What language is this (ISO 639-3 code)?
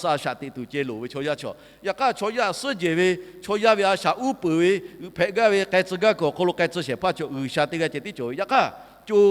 lhu